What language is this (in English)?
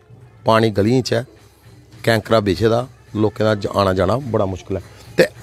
Dogri